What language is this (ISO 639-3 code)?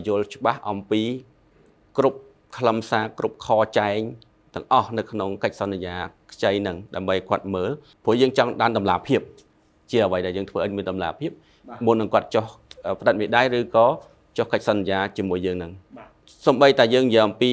khm